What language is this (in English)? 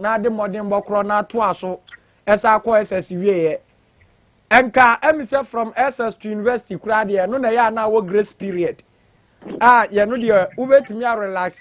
Akan